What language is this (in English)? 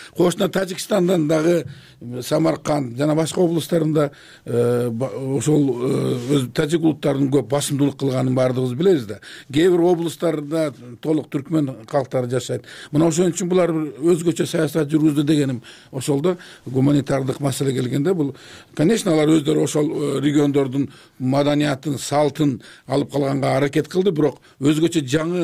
Kyrgyz